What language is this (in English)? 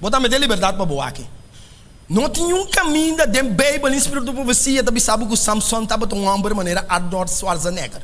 Papiamento